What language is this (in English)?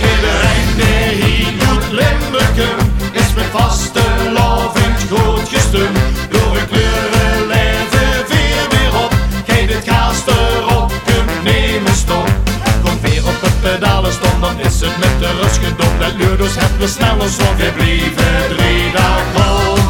Limburgish